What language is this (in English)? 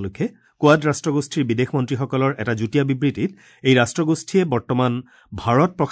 Assamese